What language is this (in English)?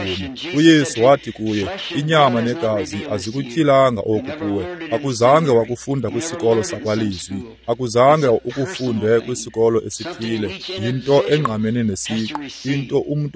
Xhosa